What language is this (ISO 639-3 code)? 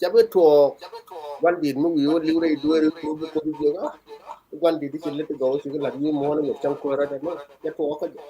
nus